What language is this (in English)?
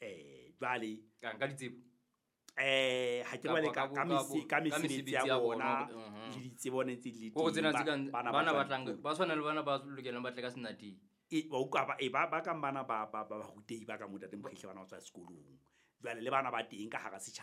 Southern Sotho